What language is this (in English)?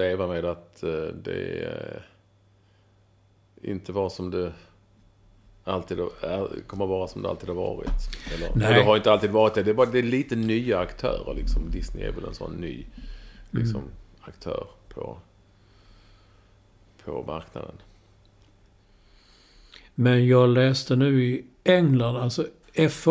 Swedish